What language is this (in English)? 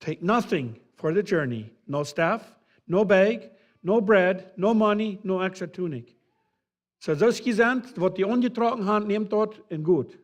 Plautdietsch